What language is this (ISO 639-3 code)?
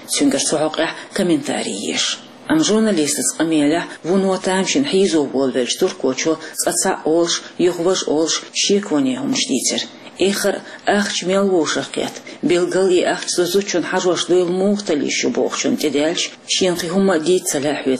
che